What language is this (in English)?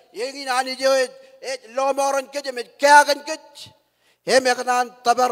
Marshallese